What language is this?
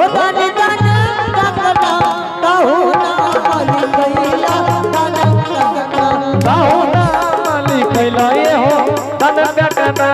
Angika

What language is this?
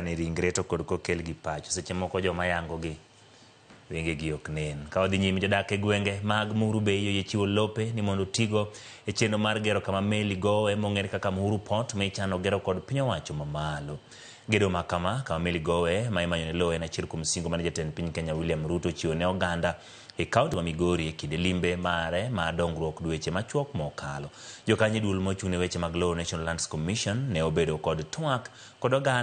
Luo (Kenya and Tanzania)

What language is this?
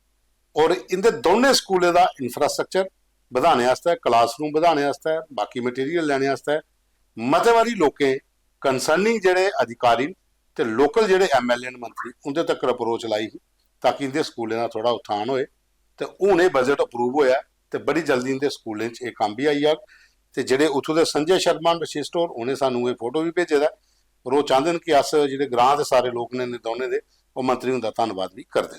Dogri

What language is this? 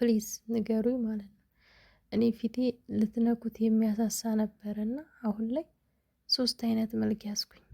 Amharic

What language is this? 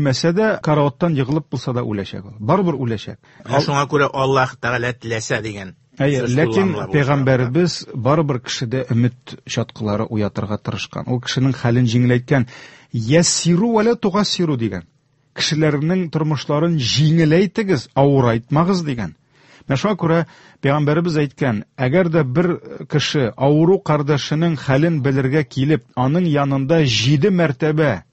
Tatar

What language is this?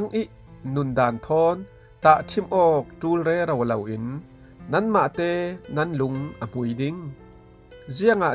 Falam Chin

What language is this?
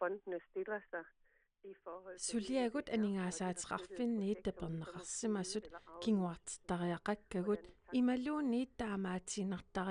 Kalaallisut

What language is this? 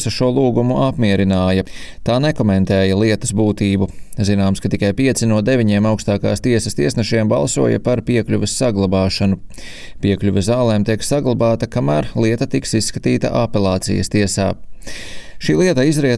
Latvian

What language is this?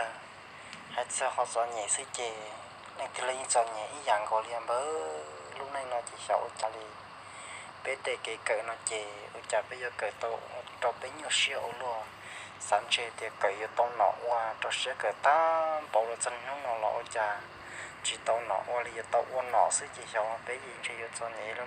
Hmong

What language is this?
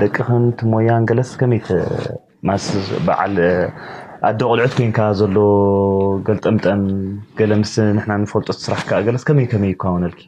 Tigrinya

